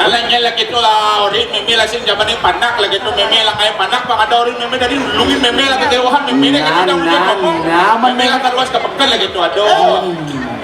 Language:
Balinese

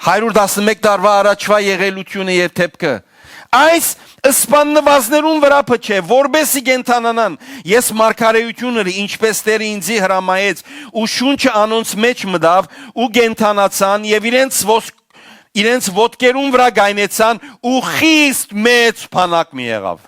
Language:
Western Armenian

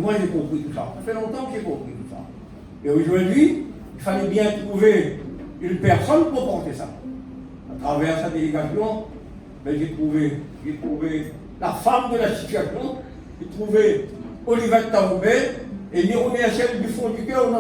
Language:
Réunion Creole French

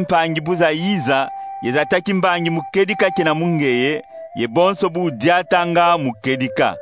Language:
Kongo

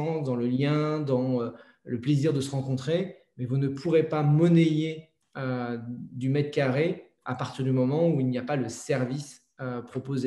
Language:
French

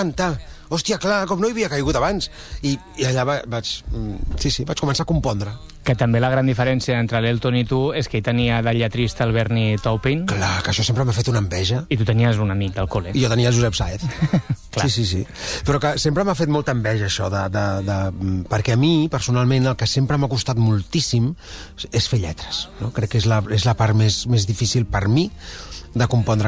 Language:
Catalan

